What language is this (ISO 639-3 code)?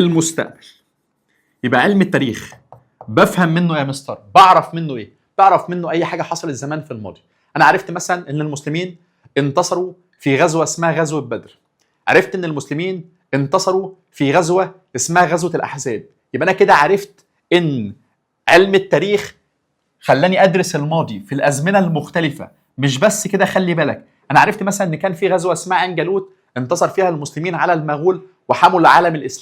arz